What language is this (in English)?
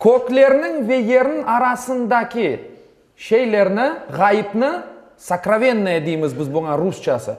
Crimean Tatar